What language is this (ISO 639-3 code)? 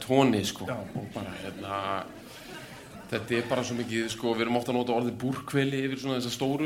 isl